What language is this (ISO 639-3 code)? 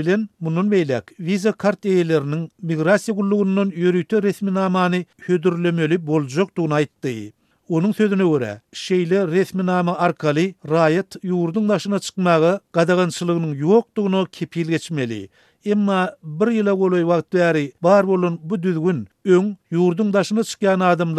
tuk